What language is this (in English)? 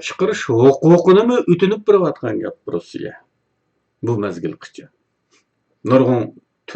Uyghur